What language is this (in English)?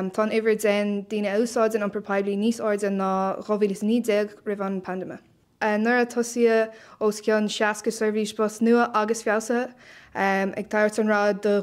Irish